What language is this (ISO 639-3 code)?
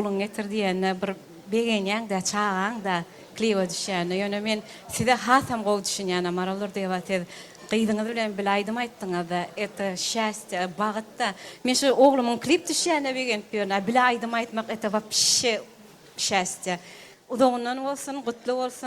tuk